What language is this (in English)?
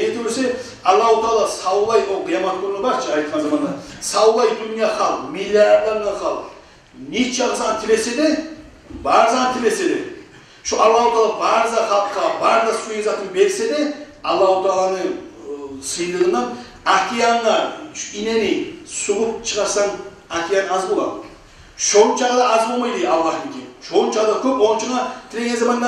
Kumyk